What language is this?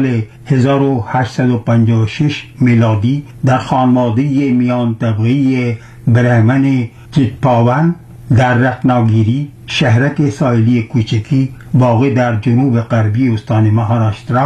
Persian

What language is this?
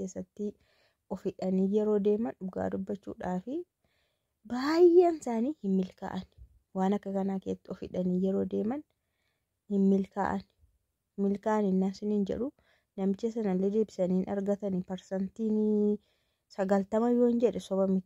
Oromo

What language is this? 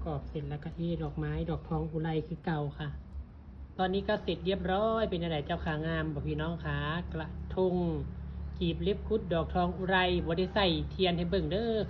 Northeastern Thai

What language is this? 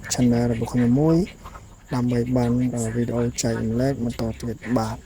Khmer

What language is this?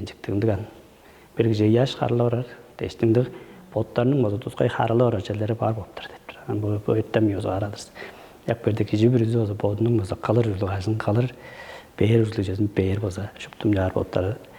Tuvinian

